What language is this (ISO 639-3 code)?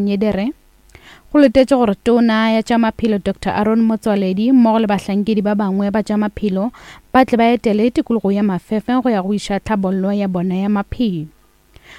nso